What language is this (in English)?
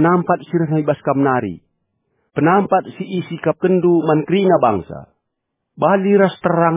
Batak Karo